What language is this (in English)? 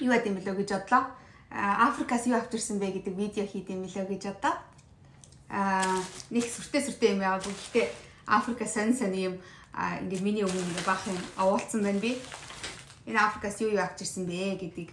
Mongolian